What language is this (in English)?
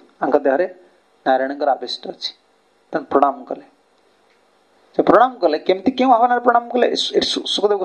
Odia